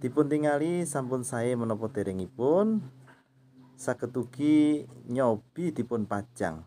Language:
Javanese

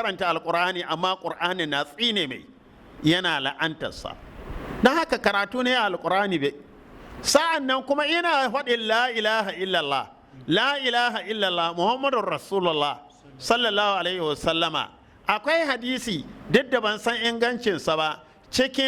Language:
Hausa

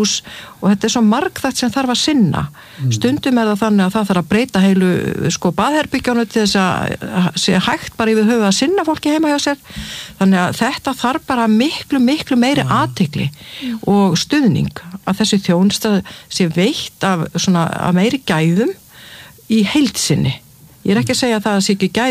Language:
Icelandic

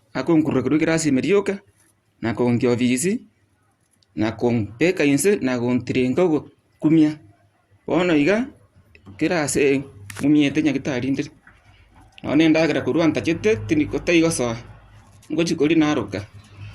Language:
Gusii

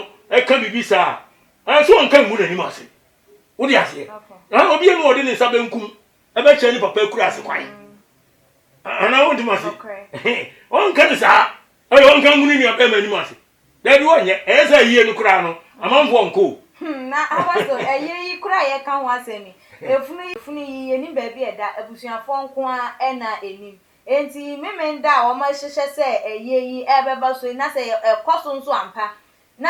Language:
Akan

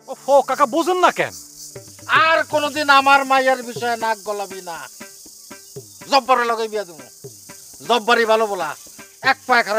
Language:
Bangla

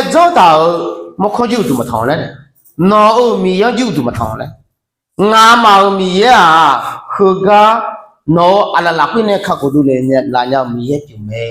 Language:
Akha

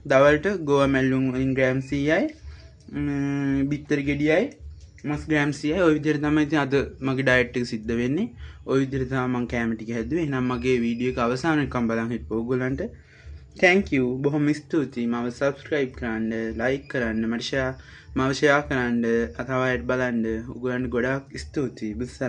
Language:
Sinhala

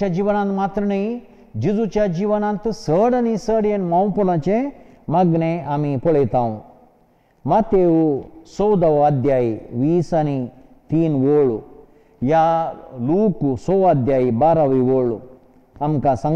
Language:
Konkani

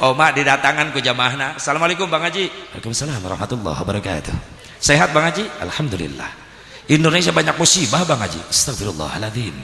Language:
Sundanese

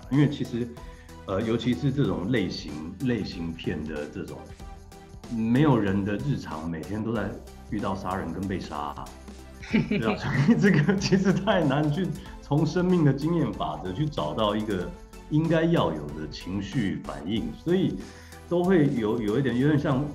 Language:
Chinese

